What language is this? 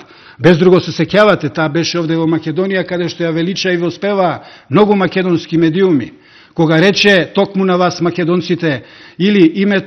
Macedonian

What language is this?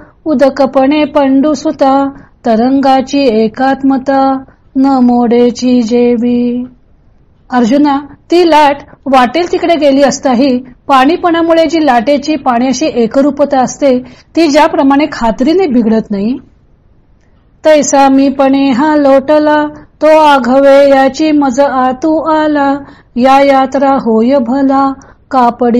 Marathi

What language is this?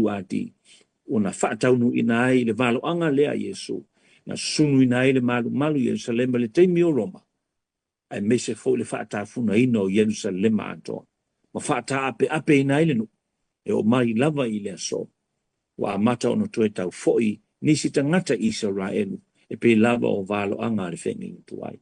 Samoan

